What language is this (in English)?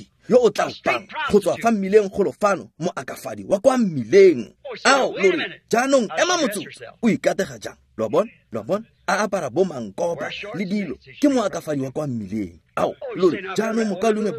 Tswana